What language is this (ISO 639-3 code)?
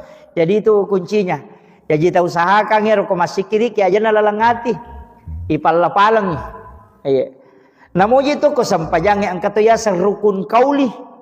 bug